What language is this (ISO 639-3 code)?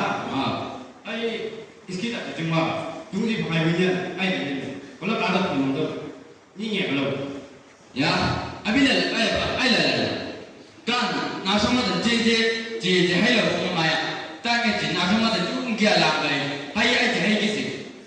nbc